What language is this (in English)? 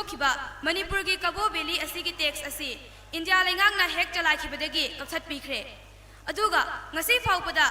Manipuri